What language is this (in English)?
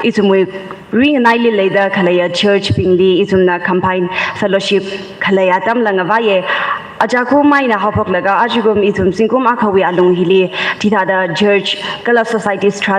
Tangkhul Naga (India)